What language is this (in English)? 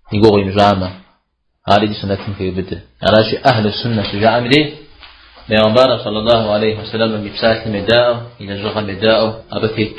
Kabardian